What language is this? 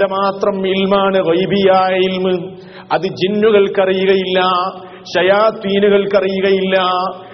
Malayalam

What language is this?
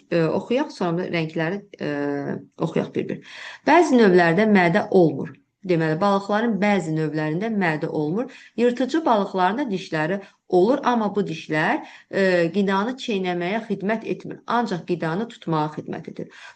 Azerbaijani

